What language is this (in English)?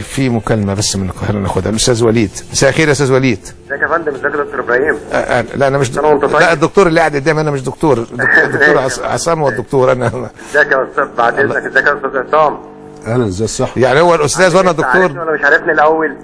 Egyptian Arabic